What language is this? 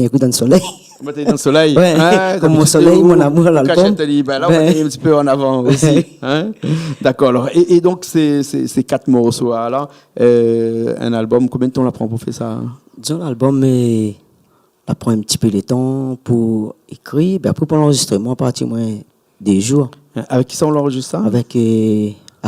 Réunion Creole French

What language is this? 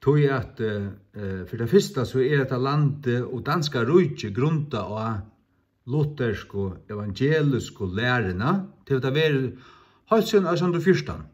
Faroese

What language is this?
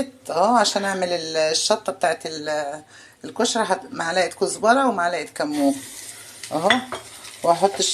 Egyptian Arabic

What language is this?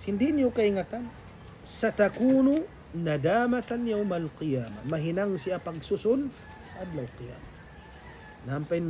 Tausug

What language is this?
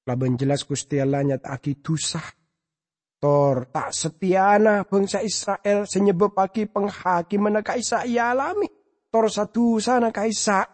Madurese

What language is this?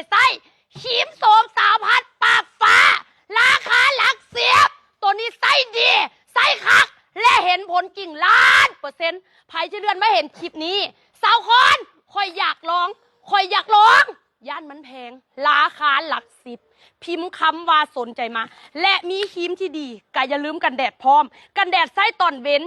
Lao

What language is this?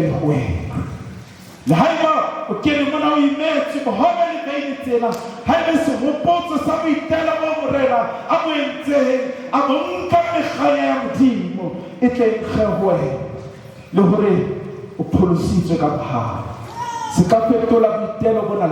Southern Sotho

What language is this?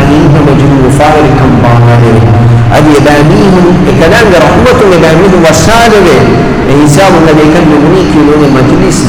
Divehi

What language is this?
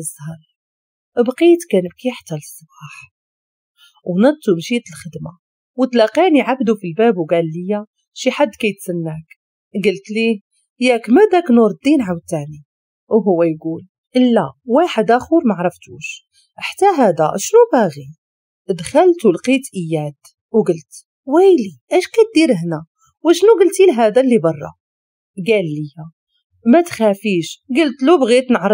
Moroccan Arabic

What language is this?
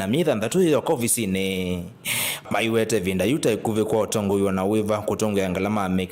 Kamba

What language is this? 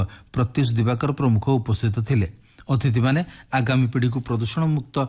Odia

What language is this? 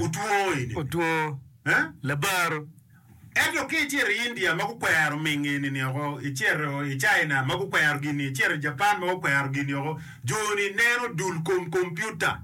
Acoli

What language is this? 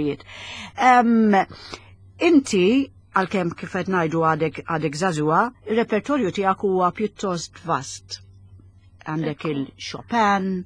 Maltese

